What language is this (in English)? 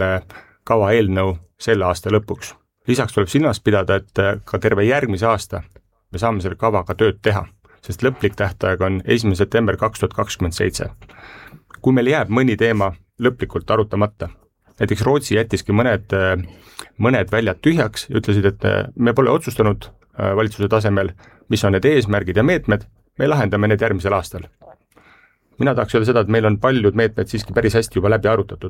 Estonian